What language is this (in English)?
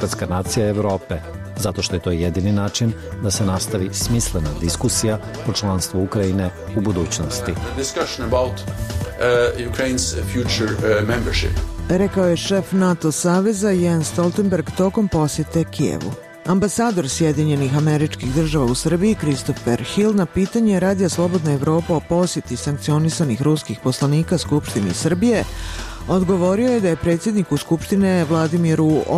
Bosnian